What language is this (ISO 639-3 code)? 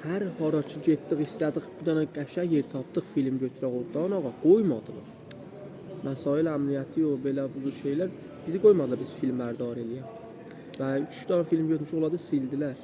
azb